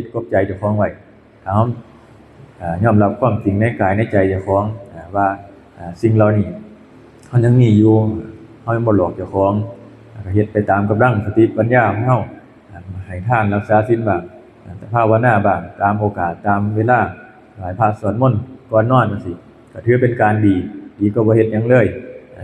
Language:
Northeastern Thai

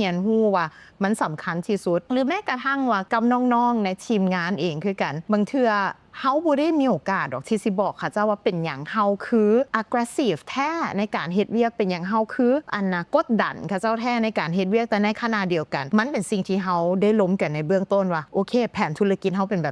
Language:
Lao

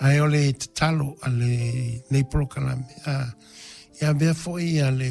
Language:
Samoan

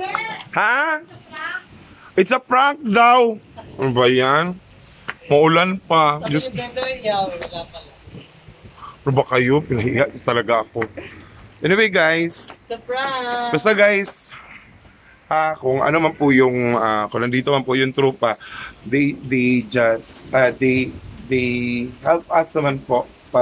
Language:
Filipino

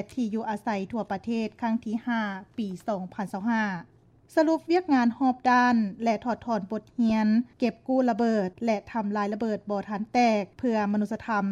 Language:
Lao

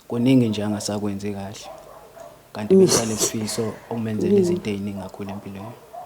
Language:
Zulu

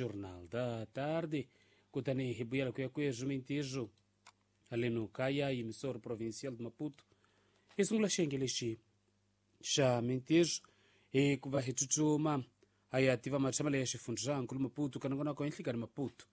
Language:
Tsonga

